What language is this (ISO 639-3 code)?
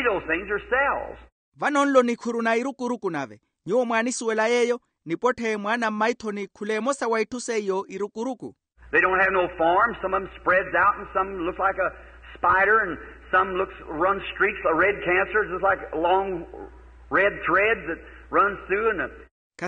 vmw